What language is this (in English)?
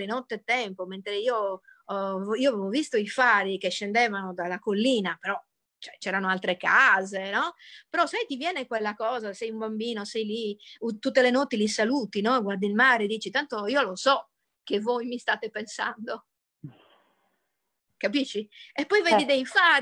Italian